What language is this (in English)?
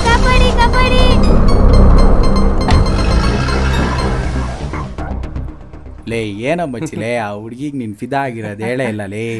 Kannada